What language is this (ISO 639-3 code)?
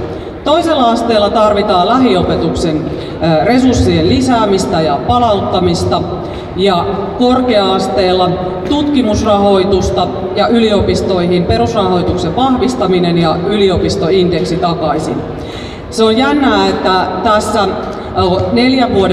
fin